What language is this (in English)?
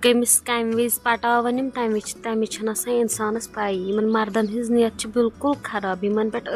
Kashmiri